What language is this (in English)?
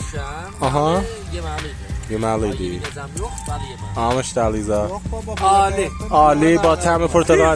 South Azerbaijani